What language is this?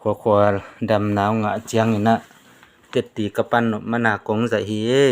Tedim Chin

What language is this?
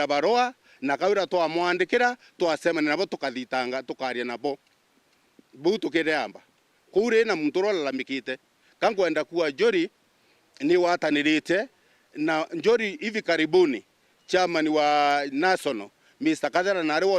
Meru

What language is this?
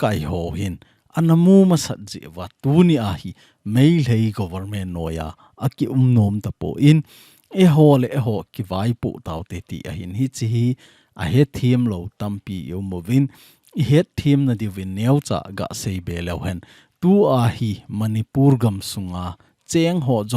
Thado Chin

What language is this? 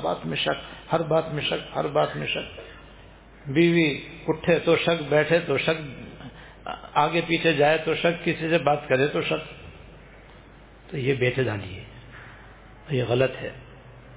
Urdu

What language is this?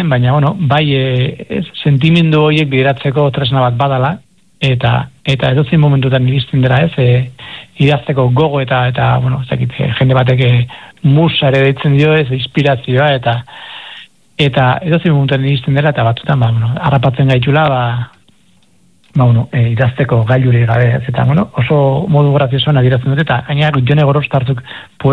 Basque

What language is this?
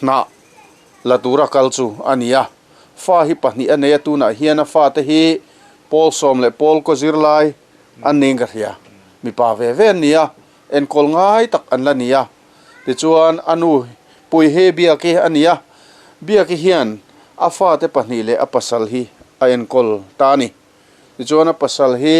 Mizo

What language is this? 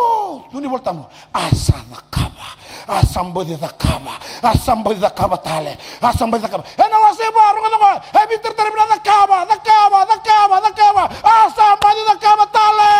Fijian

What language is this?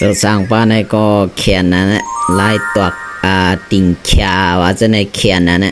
Shan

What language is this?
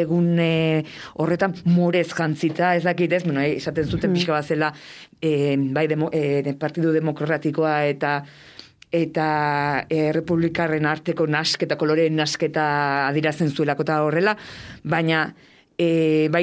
Basque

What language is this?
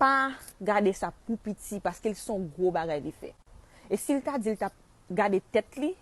Haitian Creole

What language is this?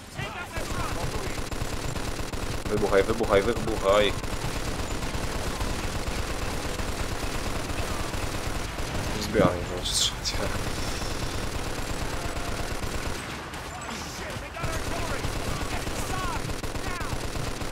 Polish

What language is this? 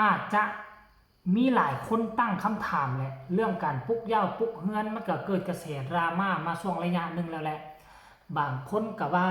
Northeastern Thai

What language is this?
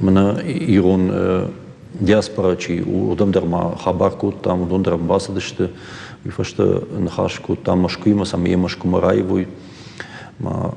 Ossetic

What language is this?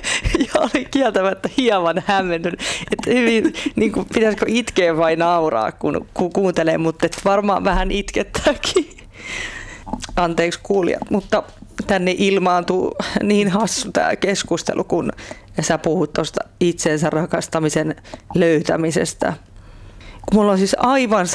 Finnish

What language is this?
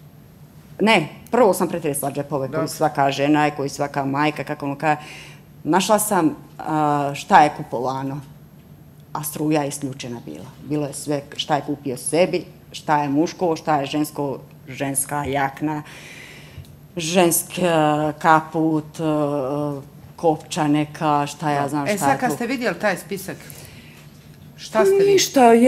Bosnian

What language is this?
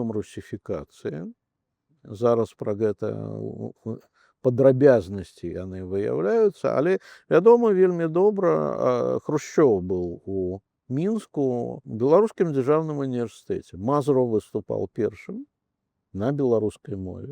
Belarusian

